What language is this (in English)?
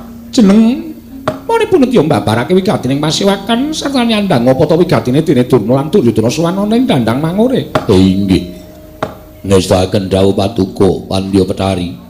Javanese